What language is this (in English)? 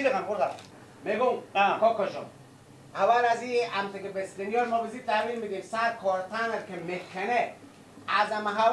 Persian